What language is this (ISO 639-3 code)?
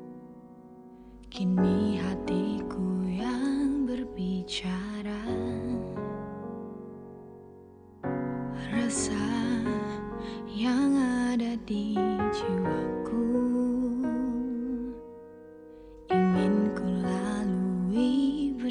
ind